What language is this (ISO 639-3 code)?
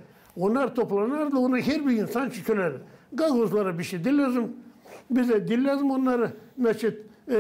gag